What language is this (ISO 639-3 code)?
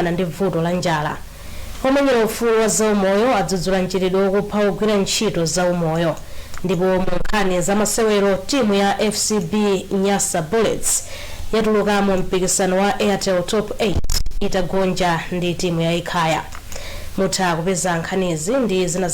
nya